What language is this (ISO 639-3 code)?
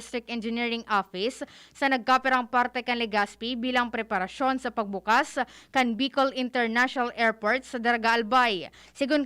bik